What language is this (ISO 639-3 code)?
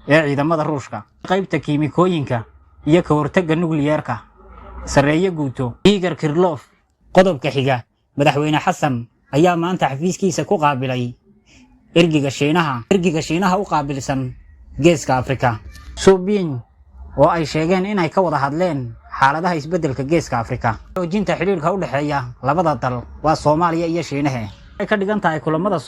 som